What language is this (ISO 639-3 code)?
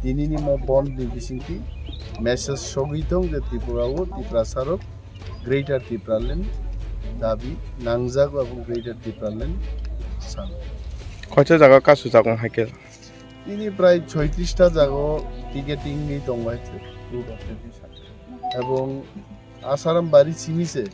trp